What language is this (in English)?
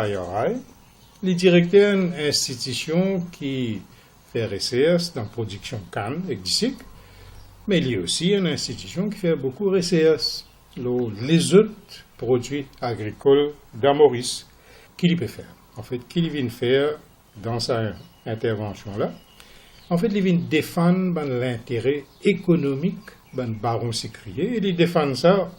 Morisyen